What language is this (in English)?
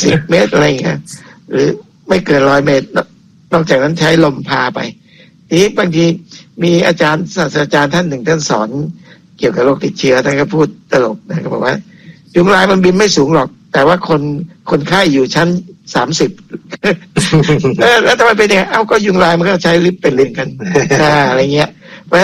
Thai